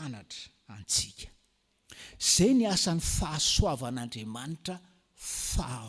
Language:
Malagasy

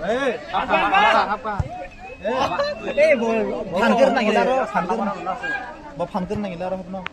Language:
Kok Borok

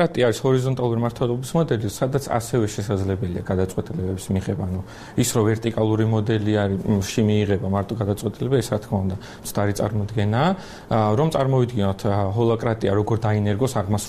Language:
Georgian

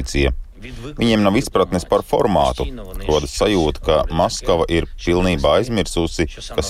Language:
Latvian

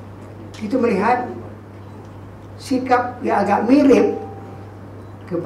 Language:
Malay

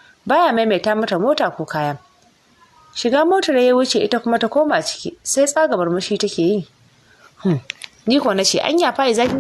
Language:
Hausa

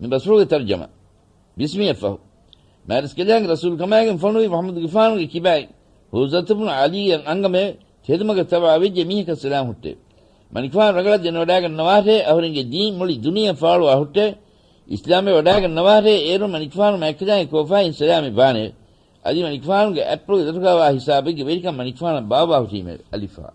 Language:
Divehi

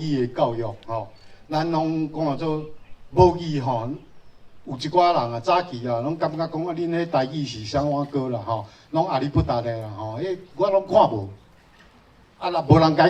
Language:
Min Nan Chinese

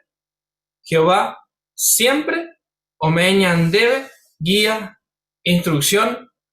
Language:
Guarani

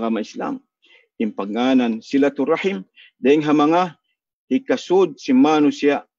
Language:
Tausug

